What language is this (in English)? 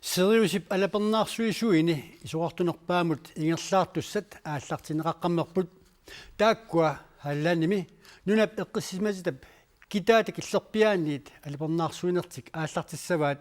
Kalaallisut